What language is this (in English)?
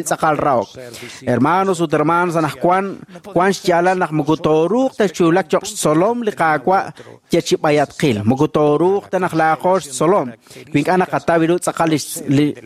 Kekchí